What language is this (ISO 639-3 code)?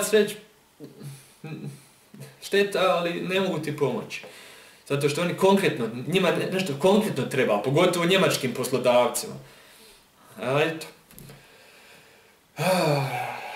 bos